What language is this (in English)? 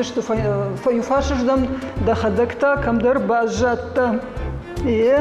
Ossetic